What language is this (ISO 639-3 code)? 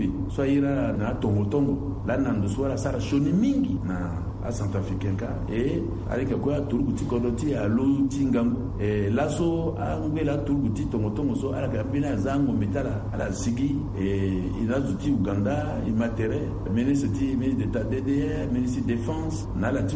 sag